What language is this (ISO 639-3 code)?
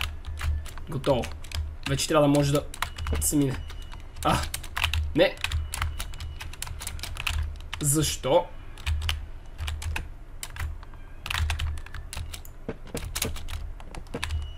bul